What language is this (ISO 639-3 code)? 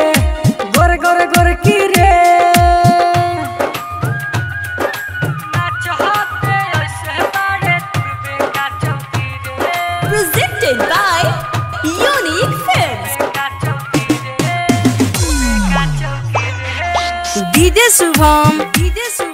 bho